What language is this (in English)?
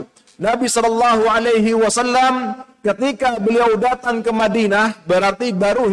Indonesian